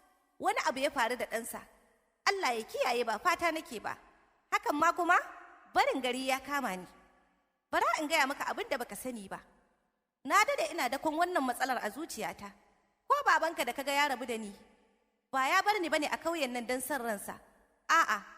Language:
Hausa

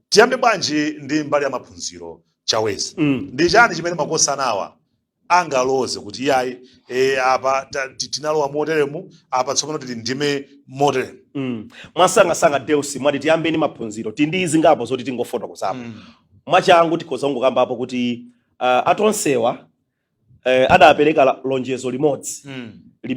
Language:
Nyanja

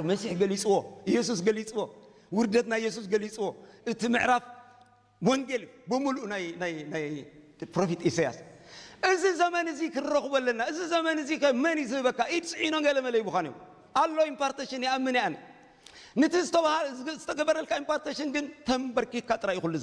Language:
Tigrinya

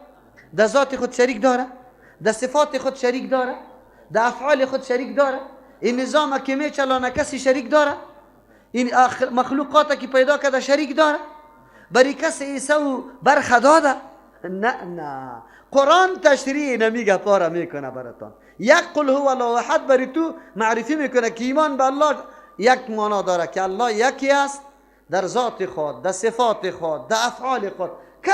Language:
Persian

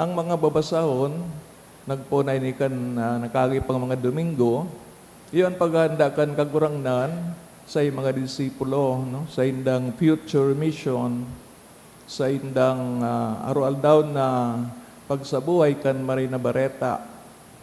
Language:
Bikol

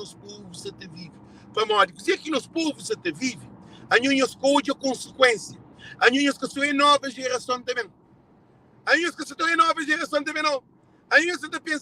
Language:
Kabuverdianu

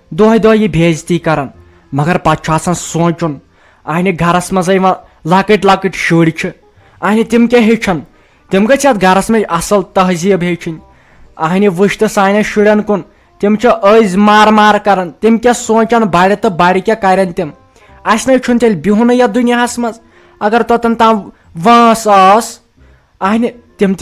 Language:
Kashmiri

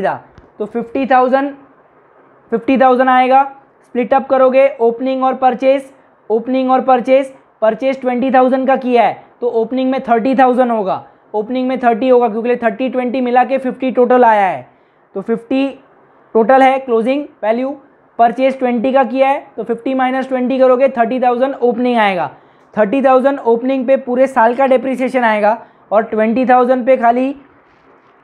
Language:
Hindi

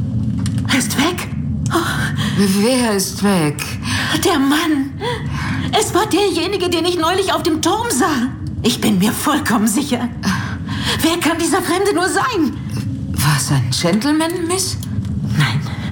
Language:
German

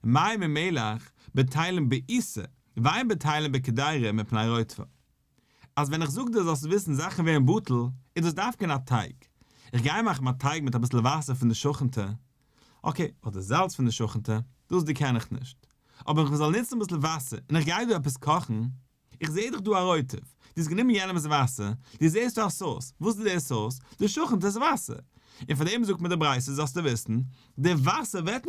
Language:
Yiddish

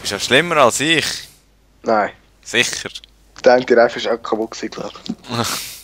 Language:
Swiss German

